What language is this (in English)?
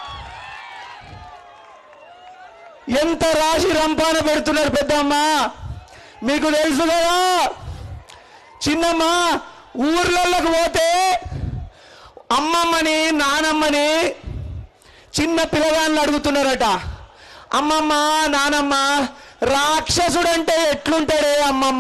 Telugu